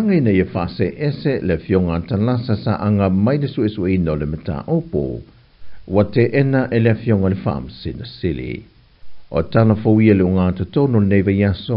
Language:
Samoan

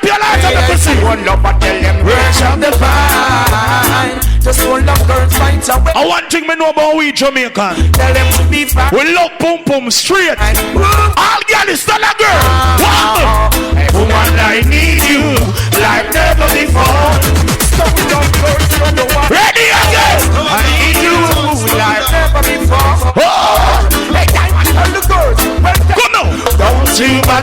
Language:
Jamaican Creole English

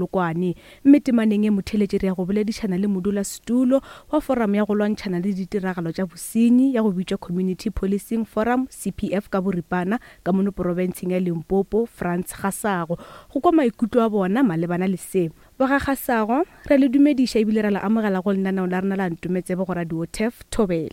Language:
Northern Sotho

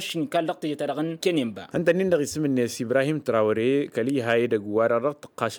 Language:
Tamasheq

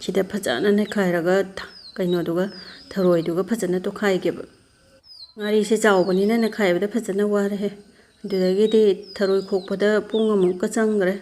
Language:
Manipuri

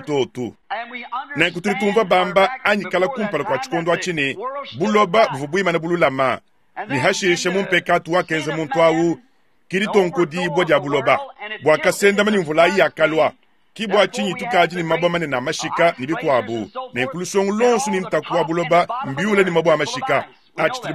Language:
Luba-Lulua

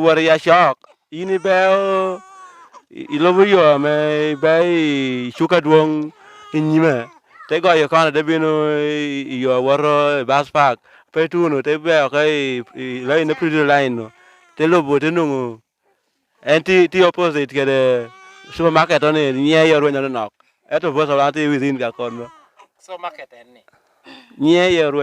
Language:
Lango (Uganda)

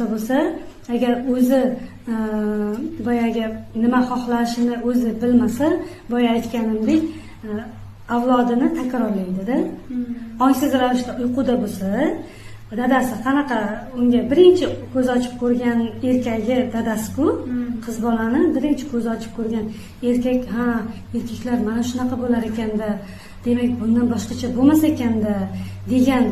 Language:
Uzbek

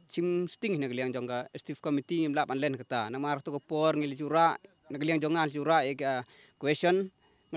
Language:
Khasi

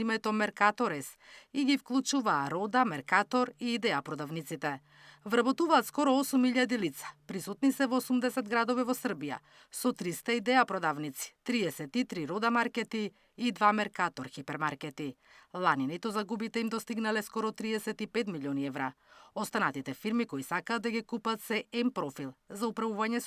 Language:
Macedonian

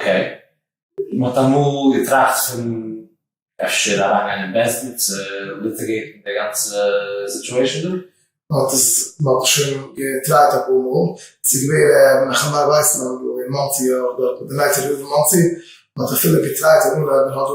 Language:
Yiddish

